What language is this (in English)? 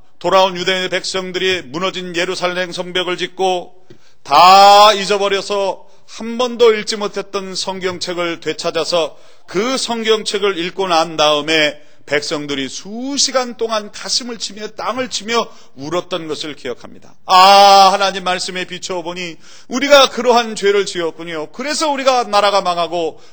Korean